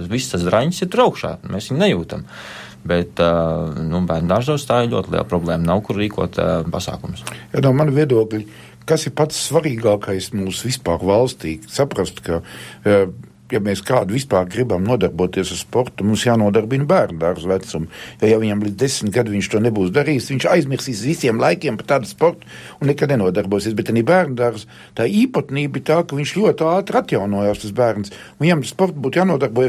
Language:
Latvian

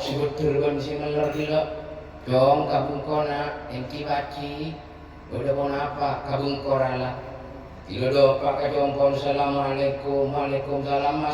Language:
Madurese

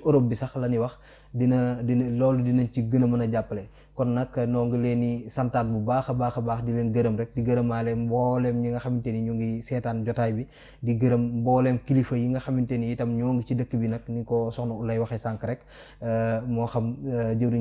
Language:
Wolof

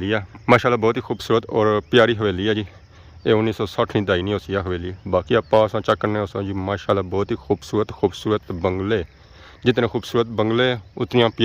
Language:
Pahari-Potwari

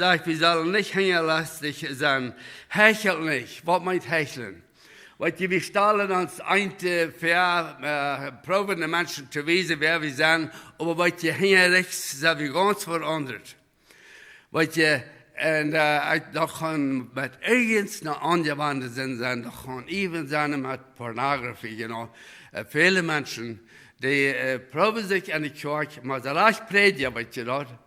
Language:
Plautdietsch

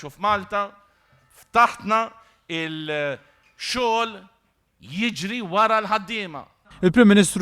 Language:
Maltese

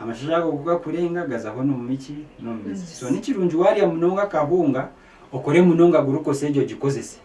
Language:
Nyankole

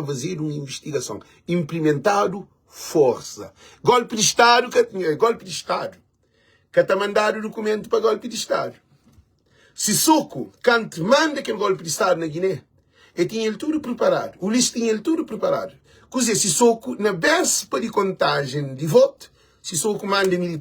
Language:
Kabuverdianu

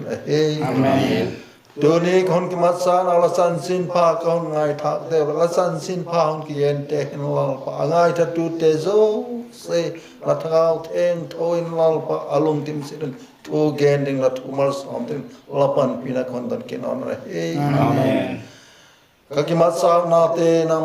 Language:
Vaiphei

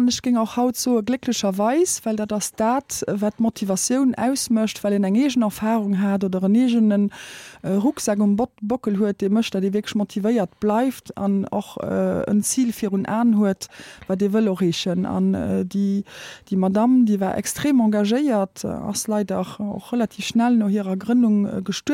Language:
Luxembourgish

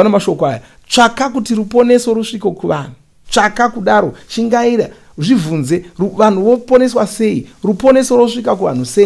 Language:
Shona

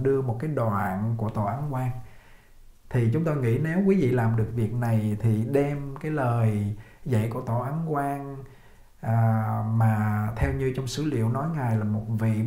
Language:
Vietnamese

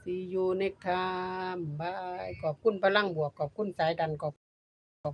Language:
Lao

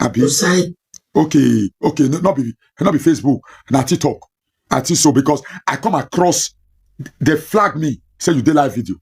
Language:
Nigerian Pidgin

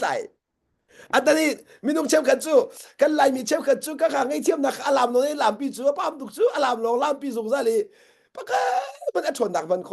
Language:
Hakha Chin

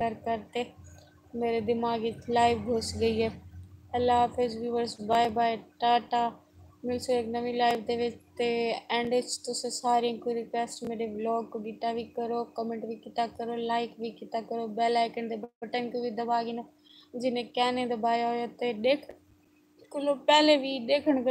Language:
Saraiki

